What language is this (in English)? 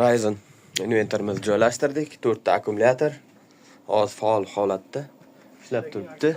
Uzbek